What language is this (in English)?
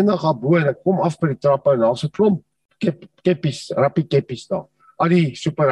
Afrikaans